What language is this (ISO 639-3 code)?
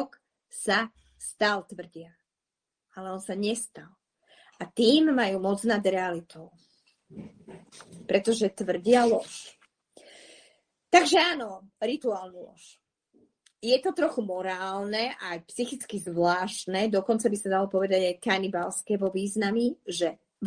slk